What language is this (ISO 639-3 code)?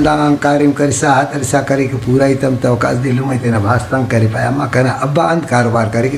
brh